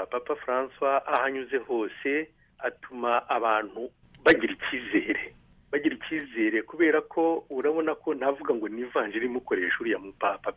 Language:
Kinyarwanda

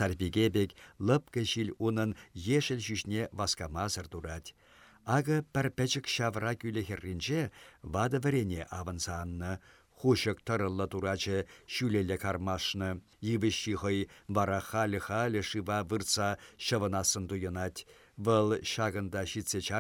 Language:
Chuvash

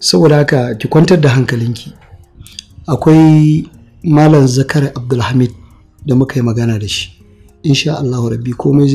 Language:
Hausa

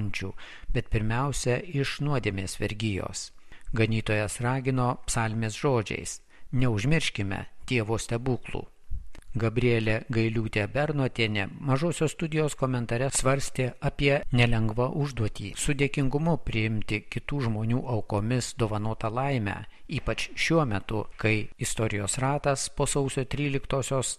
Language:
Lithuanian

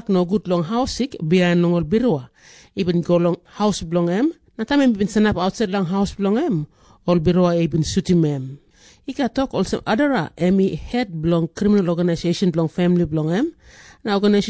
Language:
Tok Pisin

